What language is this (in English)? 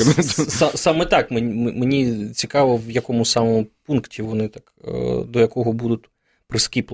Ukrainian